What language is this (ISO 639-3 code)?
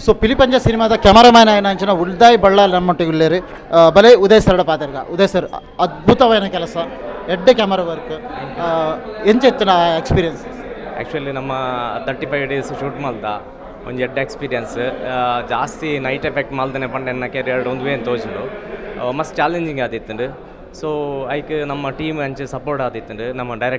tcy